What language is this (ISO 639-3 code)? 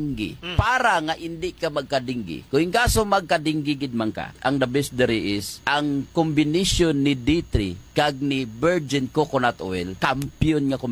hil